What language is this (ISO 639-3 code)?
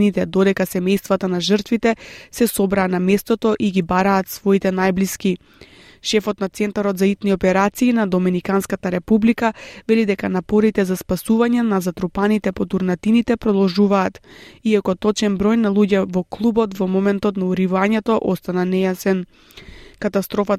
mkd